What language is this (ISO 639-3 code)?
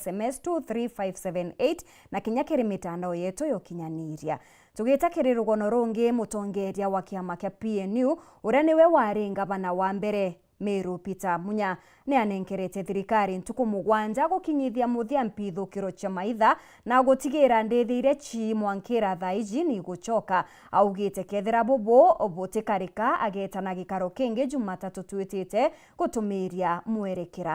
mer